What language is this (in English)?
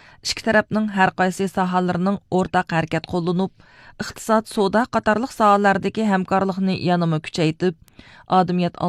Uyghur